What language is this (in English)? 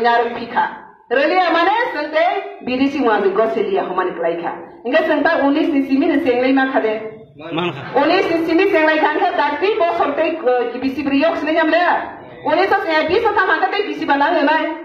Kok Borok